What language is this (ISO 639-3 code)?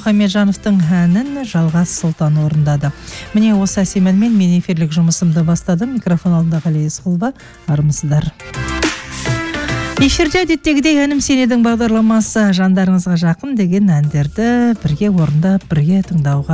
kaz